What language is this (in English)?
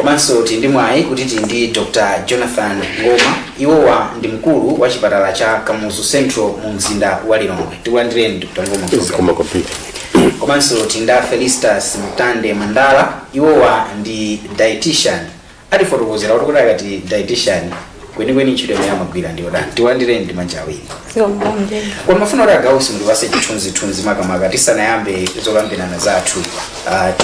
Nyanja